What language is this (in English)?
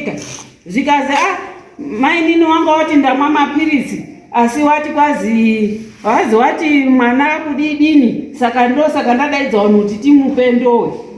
Shona